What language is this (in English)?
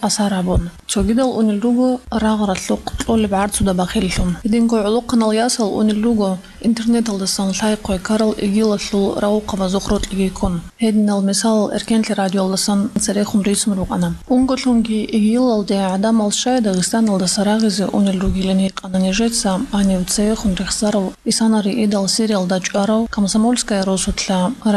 Avaric